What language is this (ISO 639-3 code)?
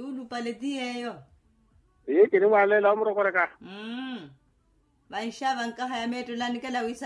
vmw